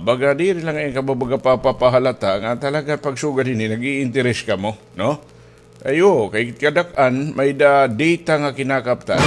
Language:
Waray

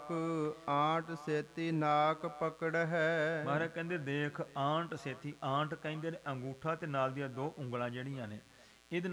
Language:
Punjabi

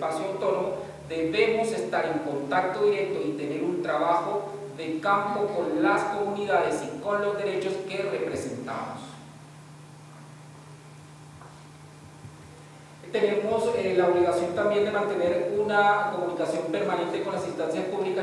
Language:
Spanish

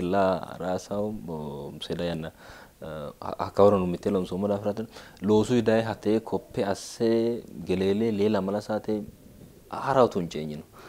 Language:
Sidamo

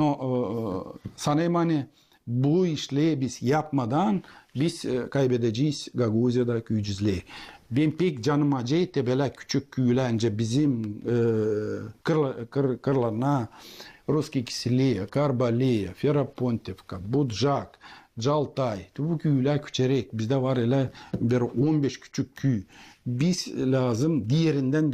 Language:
Gagauz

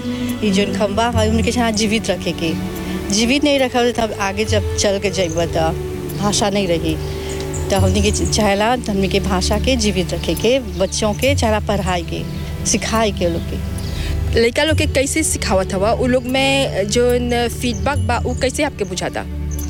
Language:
Bhojpuri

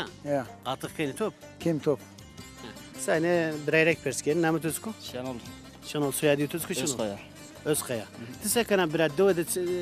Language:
Zaza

